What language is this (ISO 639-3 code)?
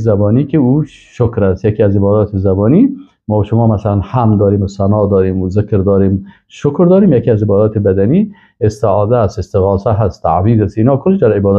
fas